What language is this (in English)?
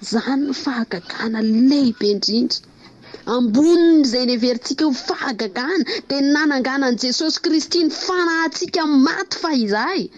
Malagasy